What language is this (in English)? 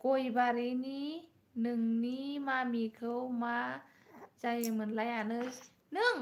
Bodo